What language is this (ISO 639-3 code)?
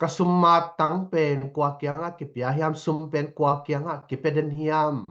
ctd